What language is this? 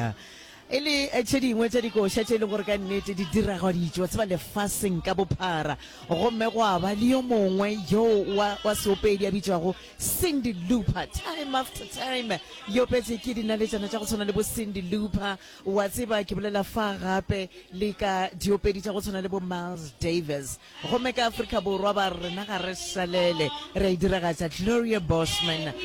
Northern Sotho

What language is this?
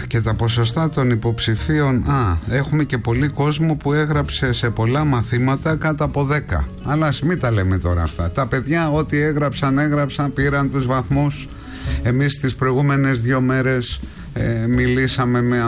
Greek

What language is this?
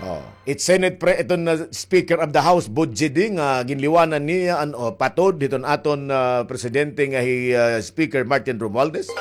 Waray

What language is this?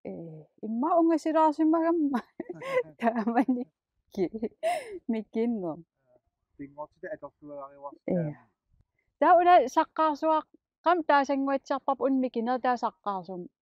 Kalaallisut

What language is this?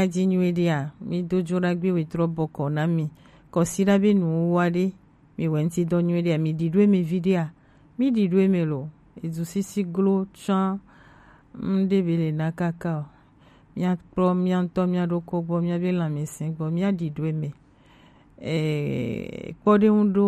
Gen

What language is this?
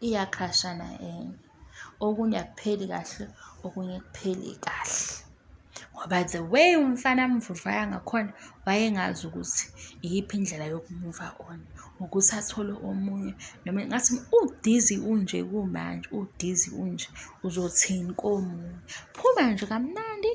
Zulu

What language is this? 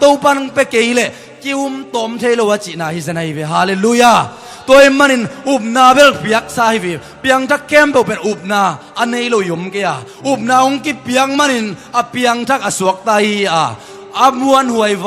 Tedim Chin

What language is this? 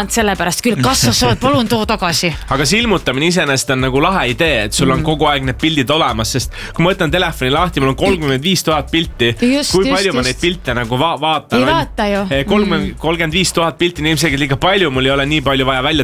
Estonian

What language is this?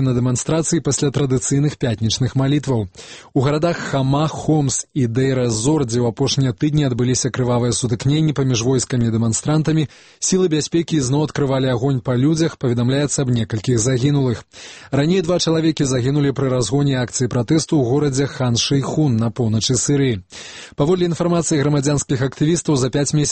Belarusian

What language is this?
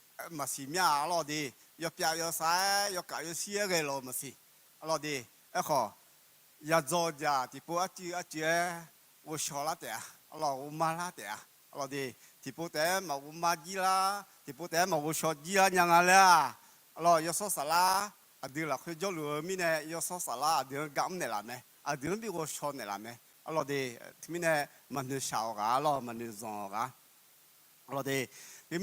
Akha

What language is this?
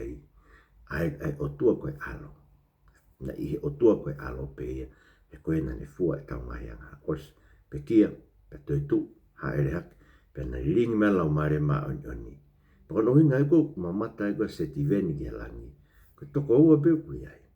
Tongan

